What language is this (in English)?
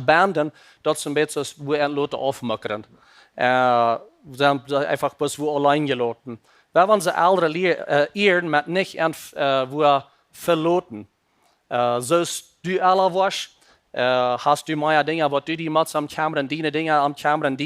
Plautdietsch